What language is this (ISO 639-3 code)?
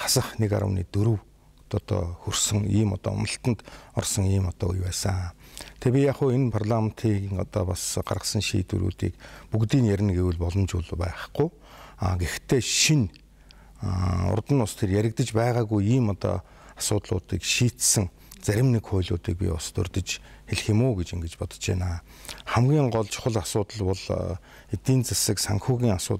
mon